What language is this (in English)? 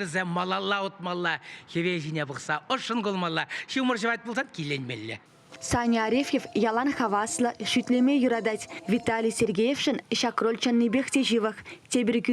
Chuvash